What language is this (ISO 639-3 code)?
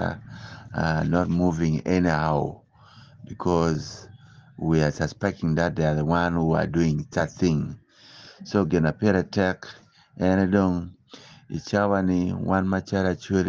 ach